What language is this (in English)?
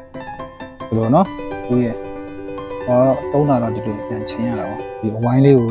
Burmese